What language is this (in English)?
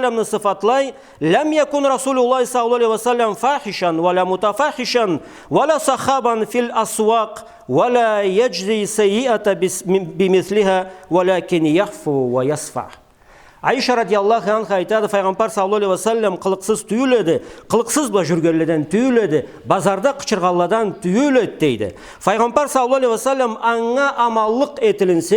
Karachay-Balkar